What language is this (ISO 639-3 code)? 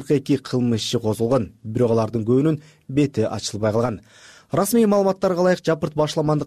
kir